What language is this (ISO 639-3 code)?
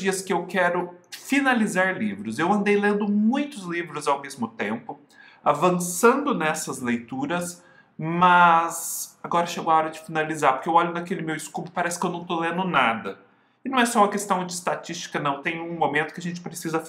por